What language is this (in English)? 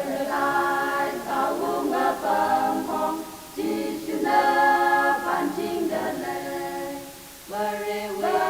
Tangkhul Naga (India)